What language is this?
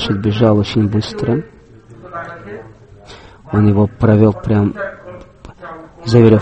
Russian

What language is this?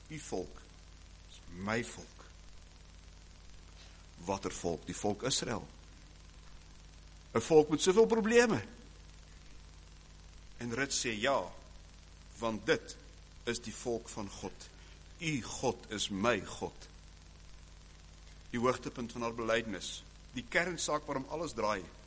Afrikaans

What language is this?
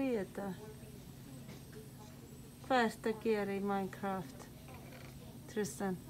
Icelandic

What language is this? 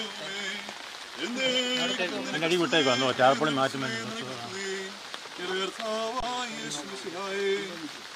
Malayalam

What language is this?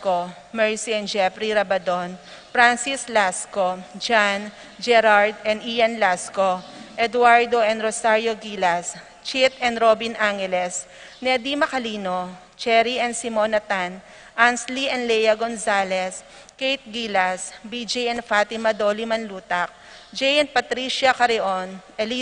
Pampanga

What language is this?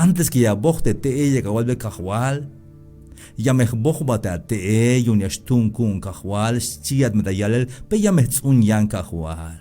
Tzeltal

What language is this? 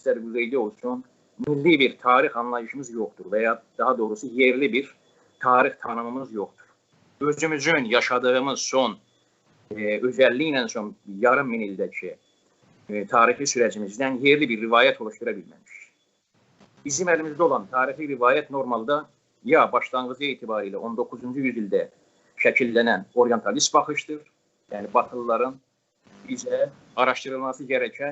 South Azerbaijani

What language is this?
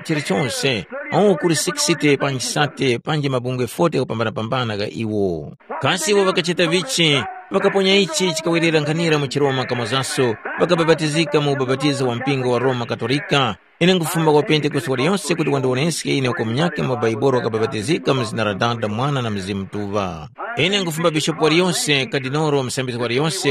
Tumbuka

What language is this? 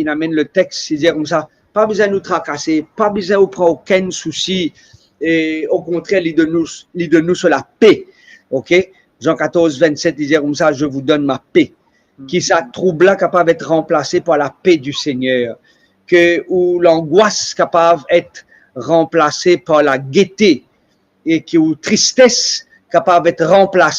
Morisyen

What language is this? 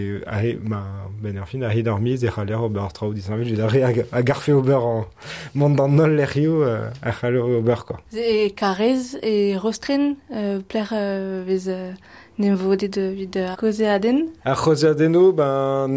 Breton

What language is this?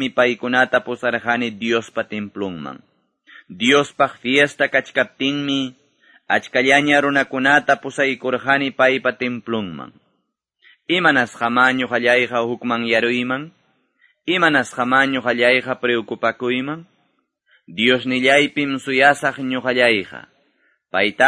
Quechua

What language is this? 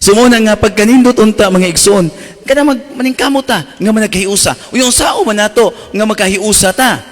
Cebuano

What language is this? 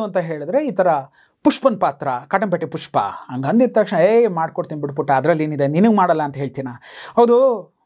Kannada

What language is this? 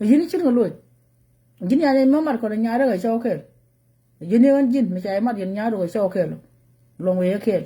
Nuer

